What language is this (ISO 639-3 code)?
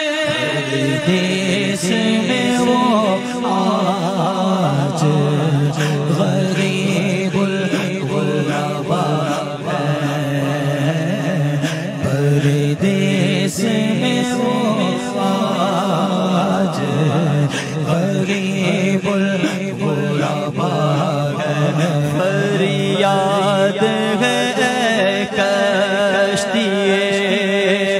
urd